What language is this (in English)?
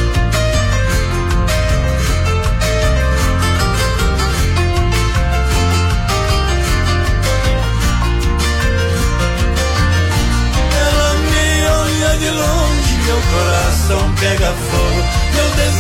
Portuguese